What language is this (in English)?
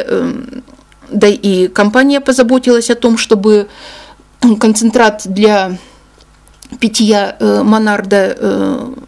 Russian